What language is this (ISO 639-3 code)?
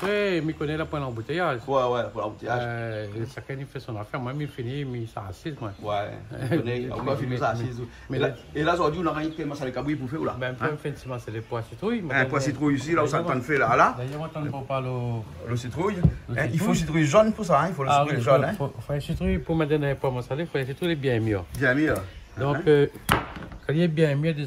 rcf